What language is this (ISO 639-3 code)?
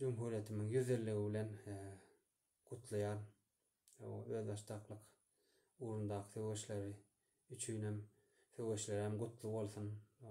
tuk